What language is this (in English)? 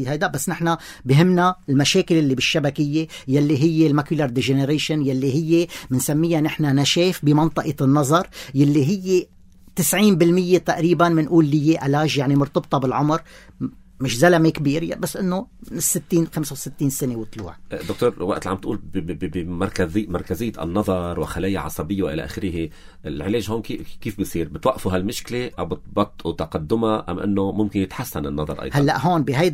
North Levantine Arabic